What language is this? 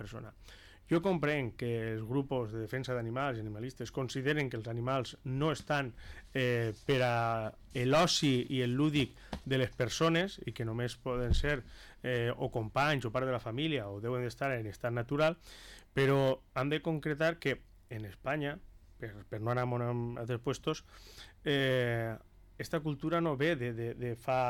Catalan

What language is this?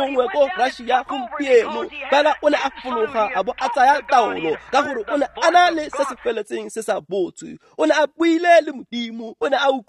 Tswana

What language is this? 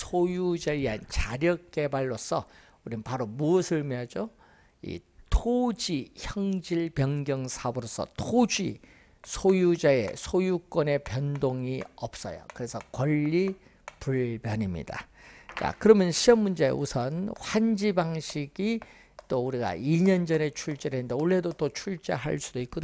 Korean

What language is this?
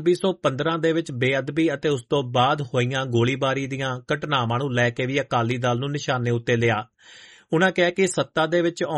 Punjabi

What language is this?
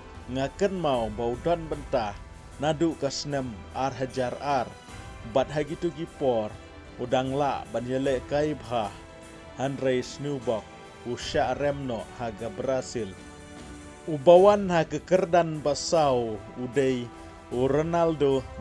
Khasi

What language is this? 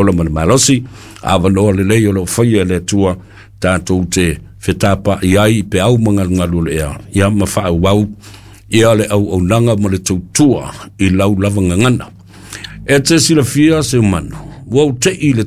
Samoan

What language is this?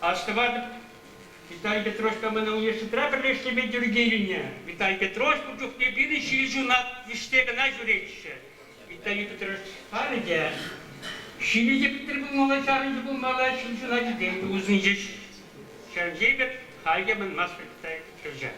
Chuvash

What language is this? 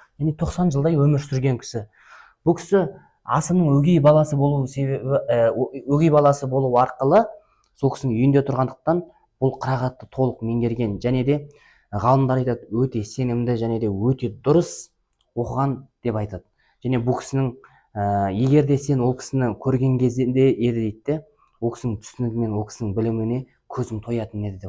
Kazakh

